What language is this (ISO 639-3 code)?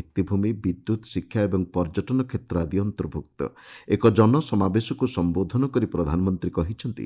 ori